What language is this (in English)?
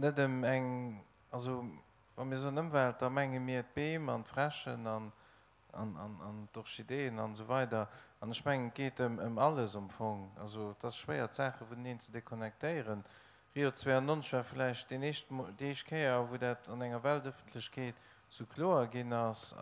Luxembourgish